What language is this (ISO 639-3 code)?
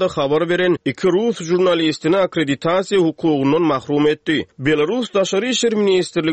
tuk